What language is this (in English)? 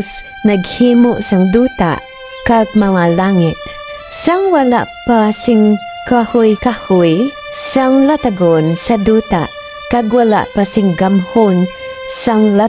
Hiligaynon